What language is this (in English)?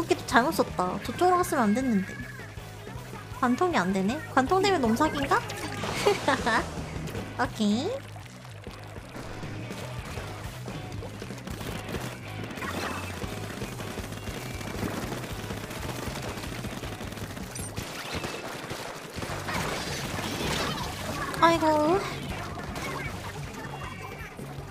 Korean